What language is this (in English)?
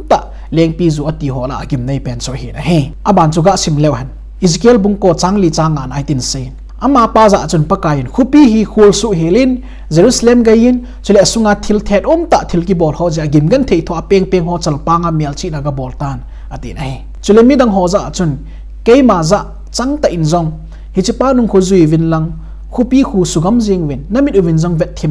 Thado Chin